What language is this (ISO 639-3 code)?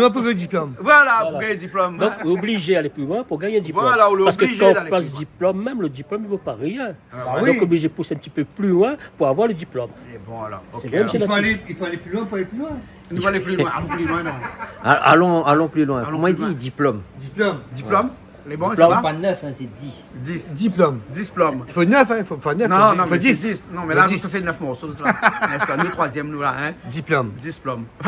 rcf